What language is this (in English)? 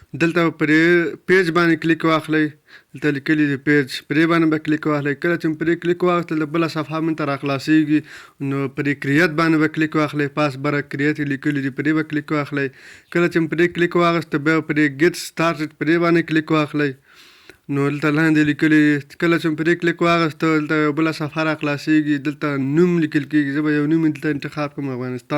Pashto